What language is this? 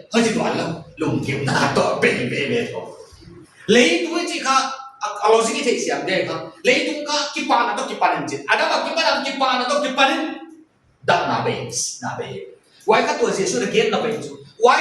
Paite Chin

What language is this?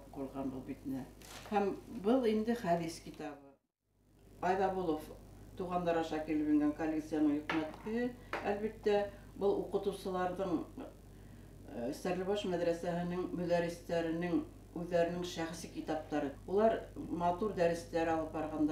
Bashkir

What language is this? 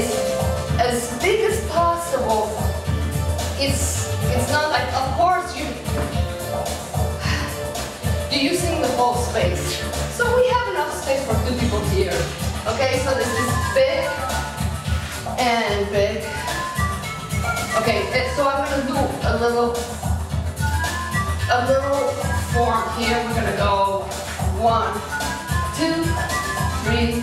English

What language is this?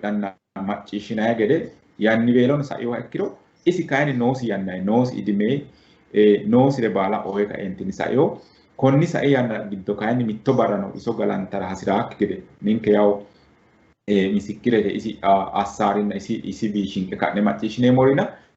Sidamo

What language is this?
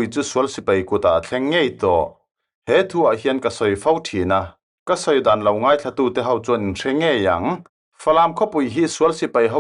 Falam Chin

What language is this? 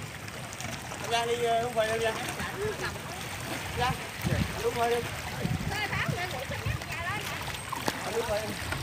Vietnamese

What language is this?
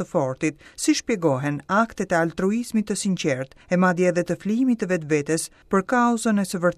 Albanian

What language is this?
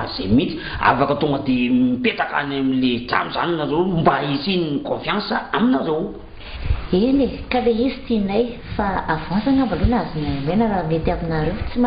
Malagasy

